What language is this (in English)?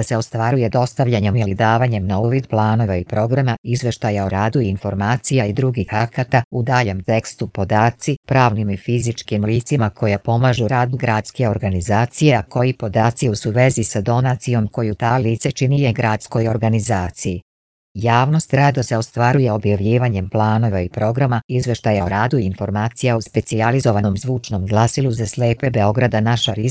Serbian